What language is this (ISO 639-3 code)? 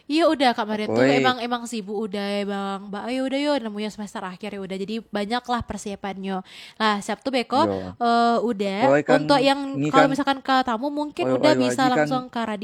min